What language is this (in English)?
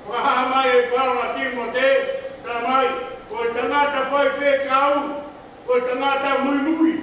Tongan